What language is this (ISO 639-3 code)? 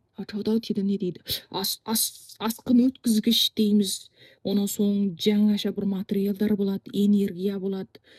kaz